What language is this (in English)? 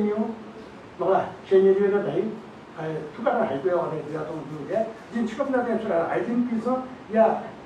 Newari